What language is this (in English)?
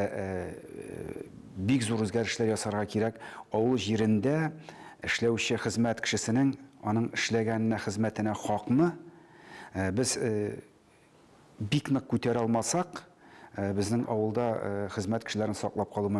Tatar